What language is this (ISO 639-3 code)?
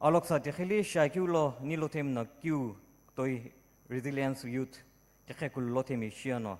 nsm